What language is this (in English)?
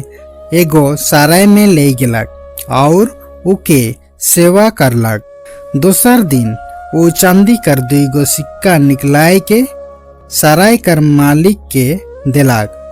Sadri